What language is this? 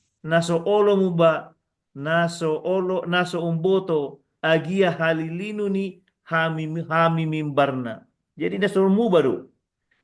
Batak Toba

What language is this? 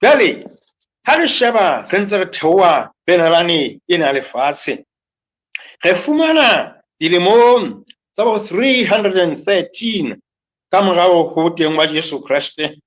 Southern Sotho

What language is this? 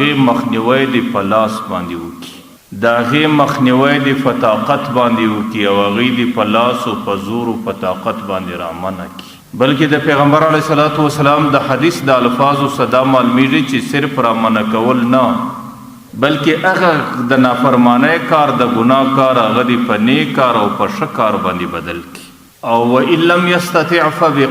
Pashto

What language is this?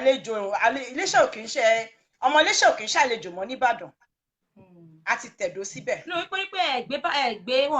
Yoruba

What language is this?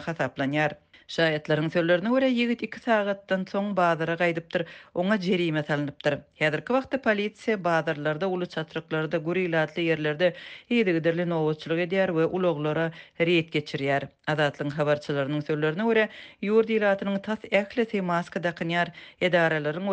Turkmen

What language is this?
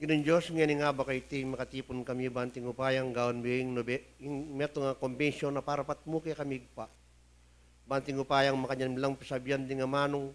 Pampanga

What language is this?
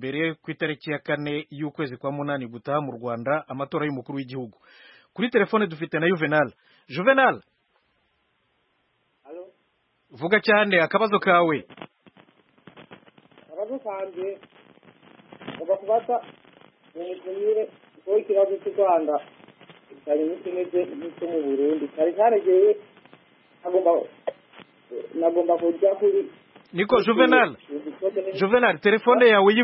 Kinyarwanda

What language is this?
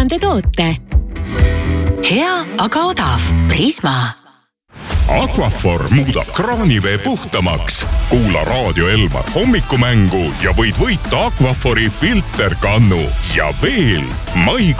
Estonian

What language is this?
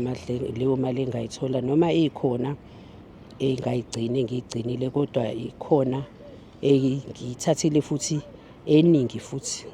Zulu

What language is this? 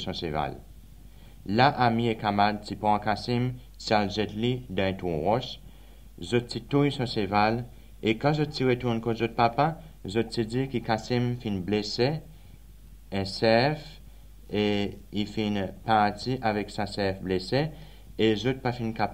Seselwa Creole French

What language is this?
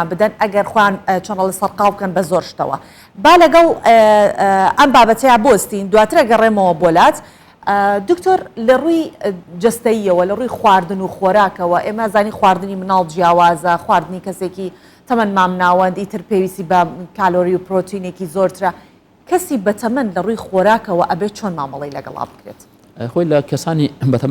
Central Kurdish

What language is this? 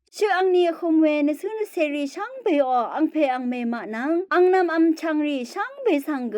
Rawang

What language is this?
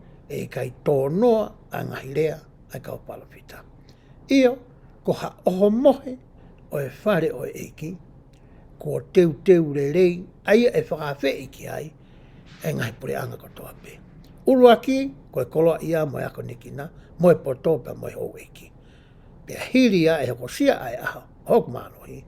Tongan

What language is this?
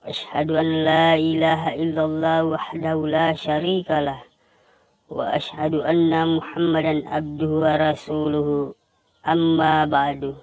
Buginese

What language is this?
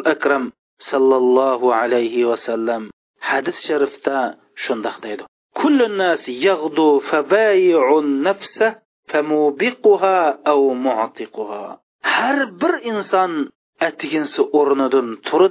Uyghur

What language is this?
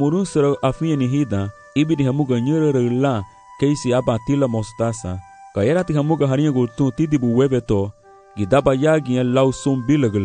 Garifuna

